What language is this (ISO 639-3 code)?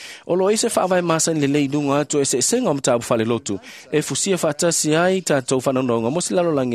smo